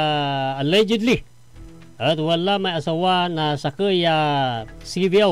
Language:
Pangasinan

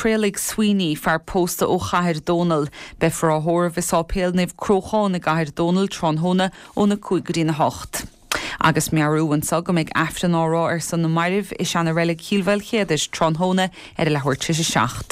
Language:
Irish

